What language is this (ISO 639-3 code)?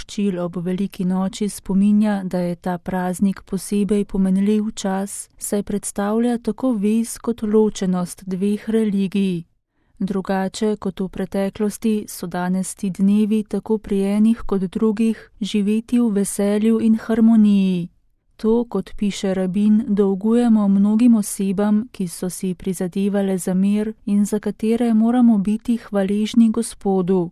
slv